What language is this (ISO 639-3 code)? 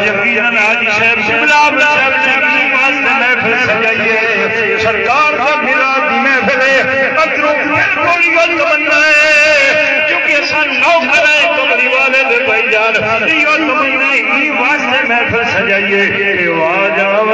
skr